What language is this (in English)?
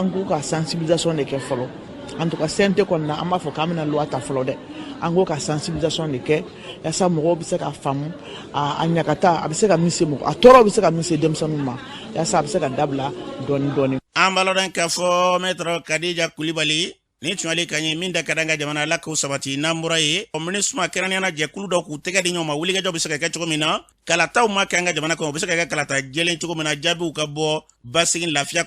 Bambara